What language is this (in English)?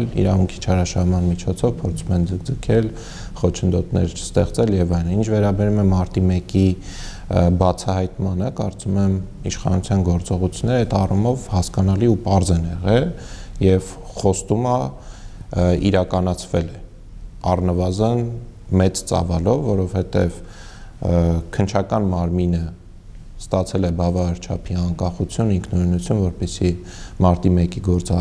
Armenian